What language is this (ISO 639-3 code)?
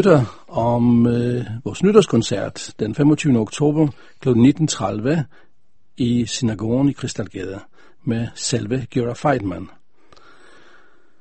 dan